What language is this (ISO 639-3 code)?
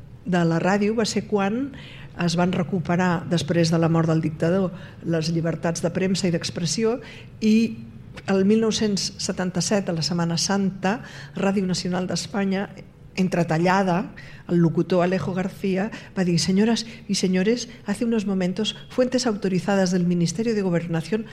cat